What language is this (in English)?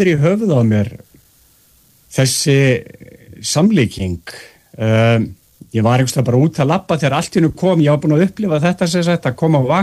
Icelandic